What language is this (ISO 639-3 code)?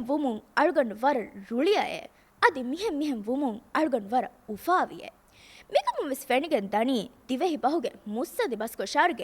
div